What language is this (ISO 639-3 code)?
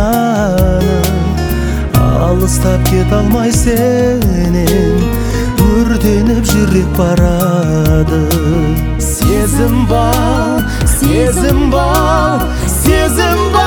kaz